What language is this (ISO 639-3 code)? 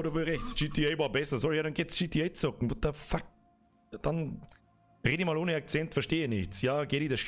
bar